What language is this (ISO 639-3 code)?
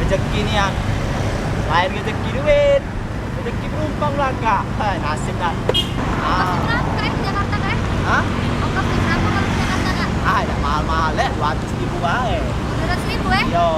mui